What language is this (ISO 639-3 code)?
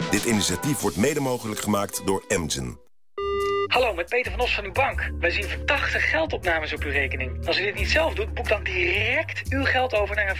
nld